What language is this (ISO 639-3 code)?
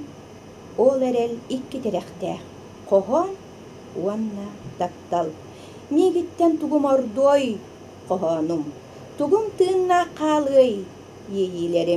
sah